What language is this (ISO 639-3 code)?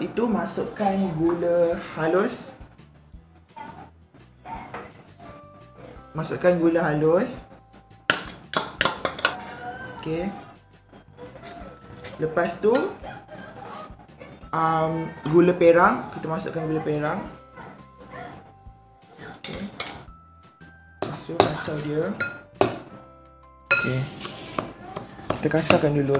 msa